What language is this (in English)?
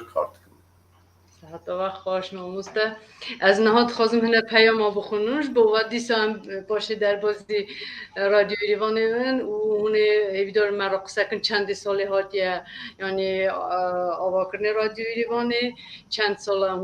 Kurdish